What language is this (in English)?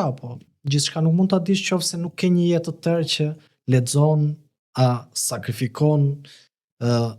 Albanian